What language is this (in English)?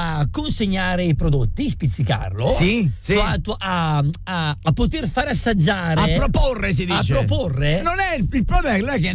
Italian